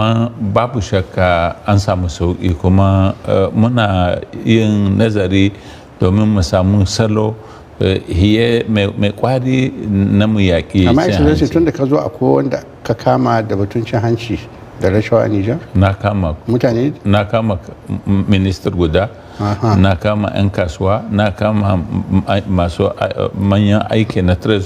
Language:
Hausa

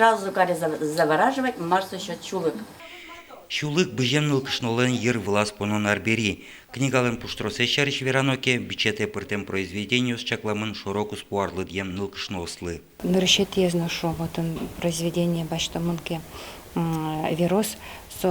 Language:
Udmurt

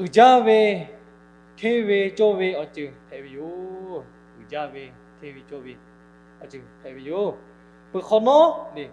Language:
Lahu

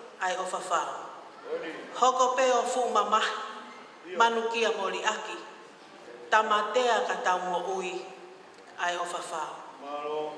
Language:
Tongan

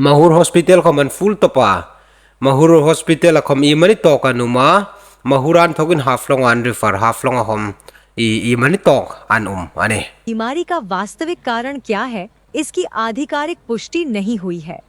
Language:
Hmar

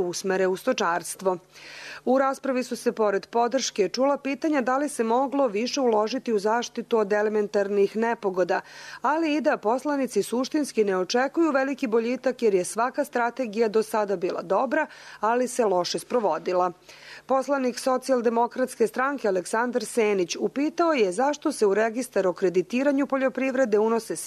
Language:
Serbian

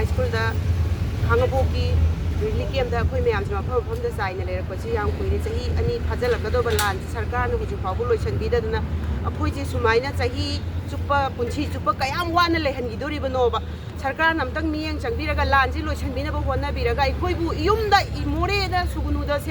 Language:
Manipuri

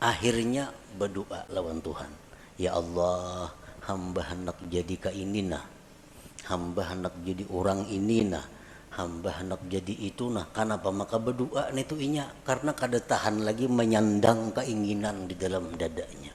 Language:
Banjar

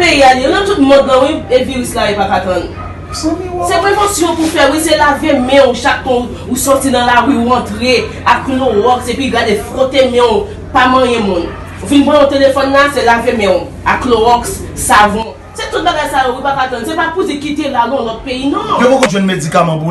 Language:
Haitian Creole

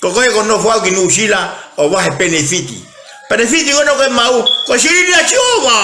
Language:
Tongan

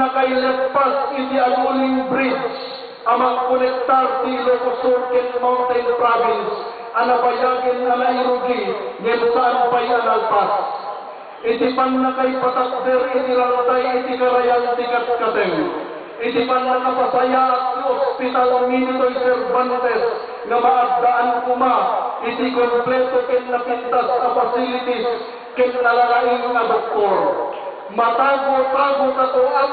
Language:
Iloko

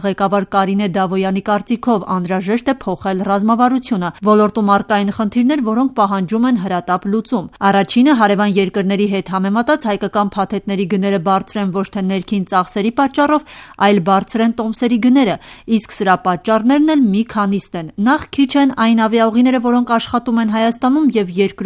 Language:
Armenian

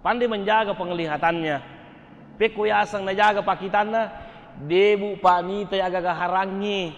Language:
Buginese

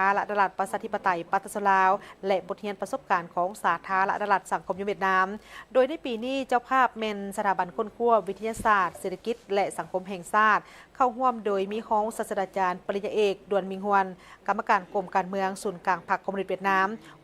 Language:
Lao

